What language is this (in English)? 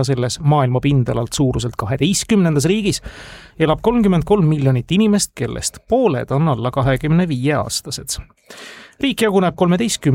Estonian